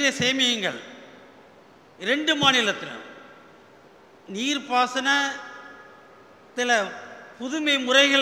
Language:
Tamil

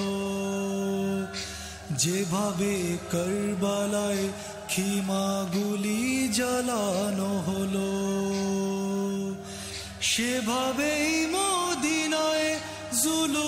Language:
Bangla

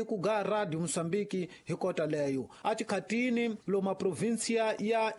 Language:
Tsonga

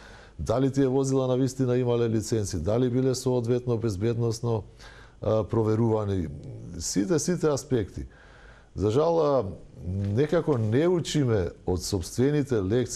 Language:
Macedonian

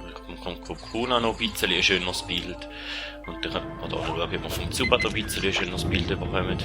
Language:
Swiss German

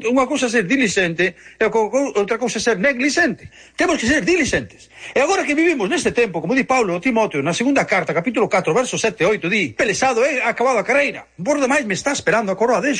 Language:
Galician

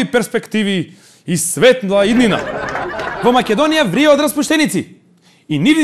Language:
Macedonian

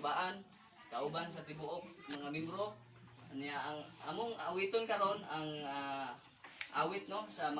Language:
Cebuano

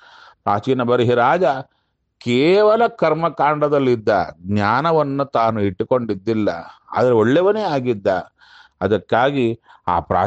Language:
Kannada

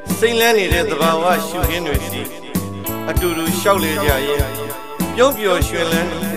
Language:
Burmese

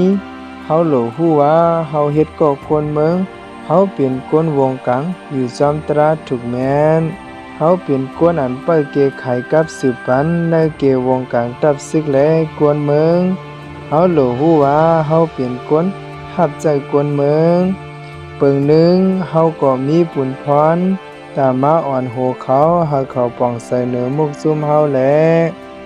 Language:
Shan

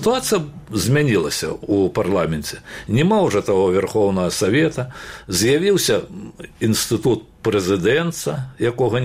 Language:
Belarusian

